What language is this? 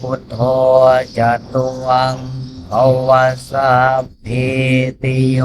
Northeastern Thai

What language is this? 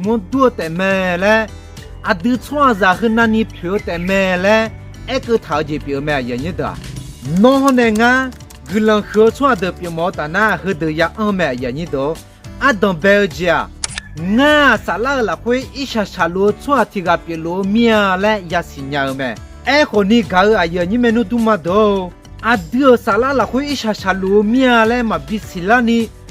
Akha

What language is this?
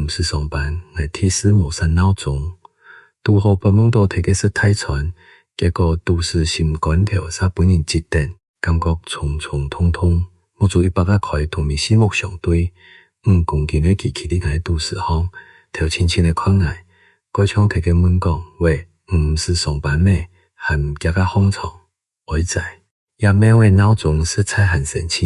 Hakka Chinese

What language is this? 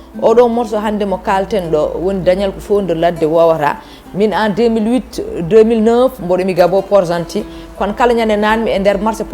Fula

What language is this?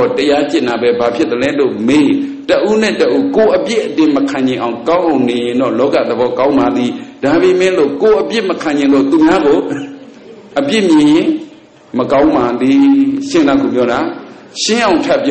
Burmese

